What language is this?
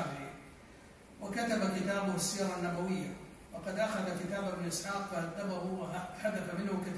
Arabic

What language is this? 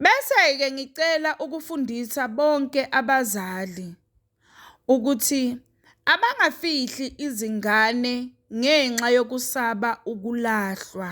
Zulu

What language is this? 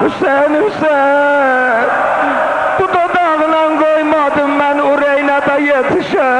South Azerbaijani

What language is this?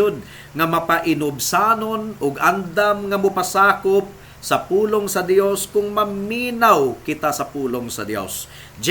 Cebuano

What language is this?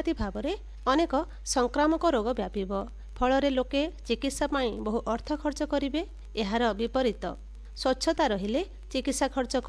Odia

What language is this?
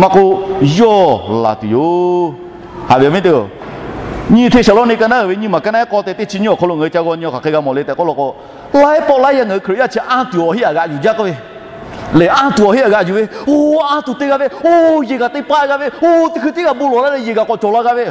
Lahu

